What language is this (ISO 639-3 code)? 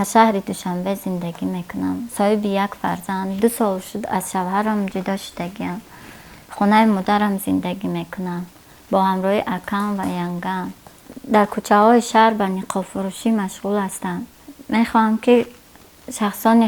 tgk